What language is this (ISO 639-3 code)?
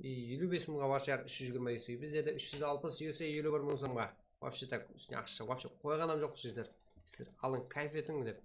kaa